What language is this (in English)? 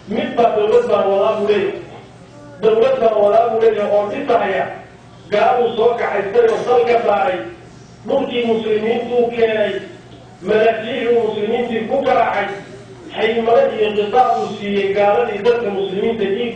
Somali